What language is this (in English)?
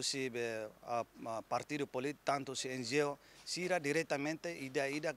Tetum